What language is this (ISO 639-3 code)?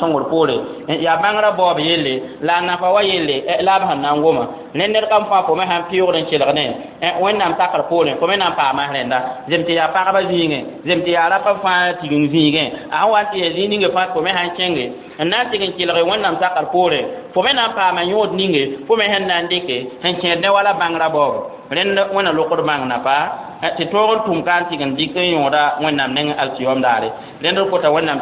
mos